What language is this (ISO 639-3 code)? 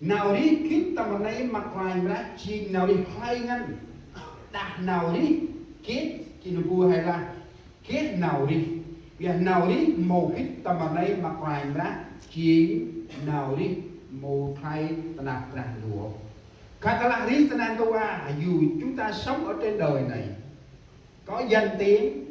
cmo